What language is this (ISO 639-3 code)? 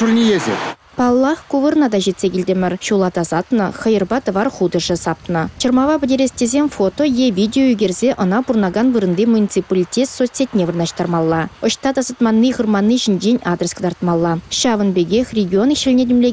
chv